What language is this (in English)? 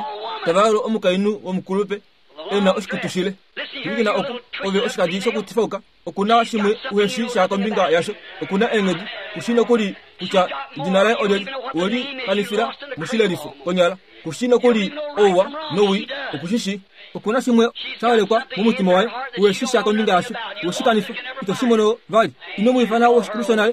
Kuanyama